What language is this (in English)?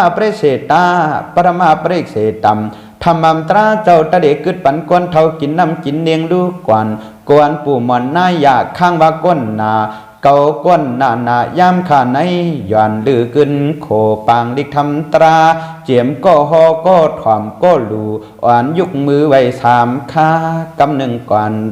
Shan